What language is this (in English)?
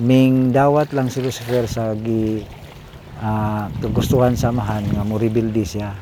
Cebuano